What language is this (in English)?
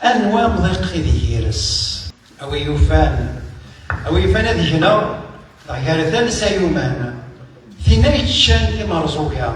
Kabyle